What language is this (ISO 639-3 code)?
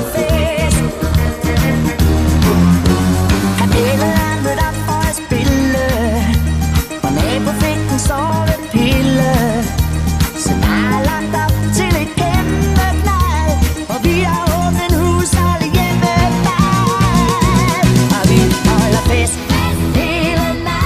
dan